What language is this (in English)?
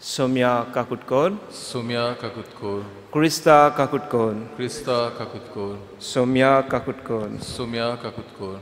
Konkani